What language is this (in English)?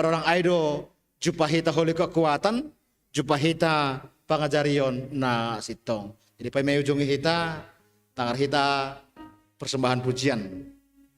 Batak Simalungun